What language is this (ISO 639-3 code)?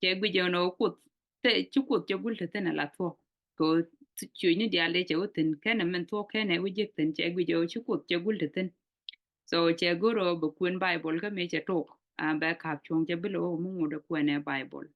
nus